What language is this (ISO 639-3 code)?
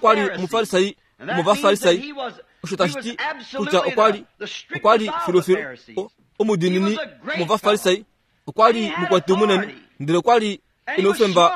kua